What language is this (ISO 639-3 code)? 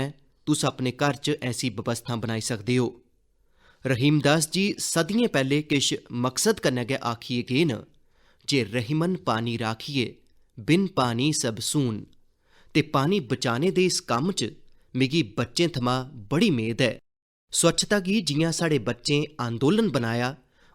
doi